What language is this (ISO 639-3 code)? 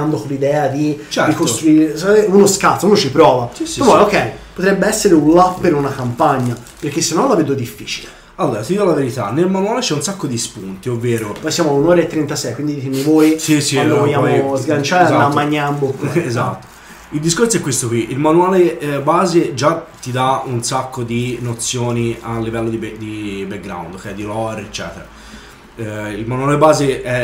ita